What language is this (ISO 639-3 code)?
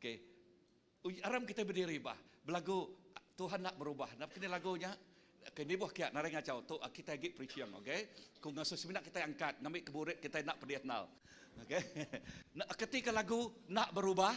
iba